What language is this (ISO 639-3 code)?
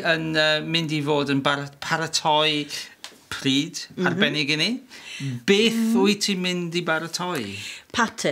cym